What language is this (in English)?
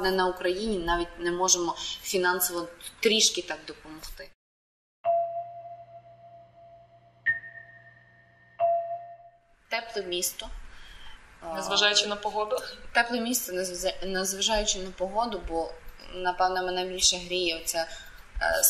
Ukrainian